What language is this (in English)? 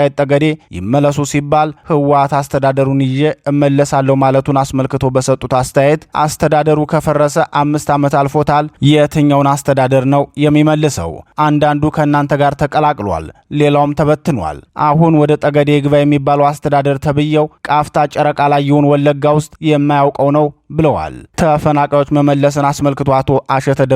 Amharic